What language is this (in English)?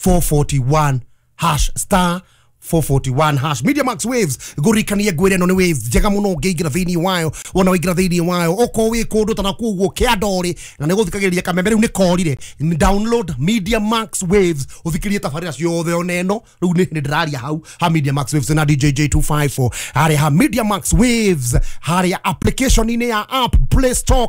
Kikuyu